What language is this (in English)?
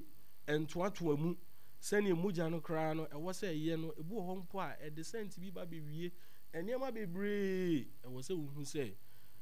Akan